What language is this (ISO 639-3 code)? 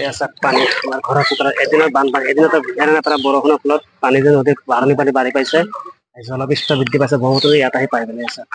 asm